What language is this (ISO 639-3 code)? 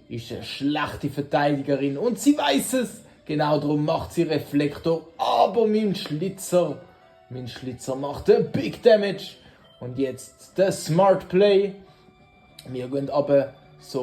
gsw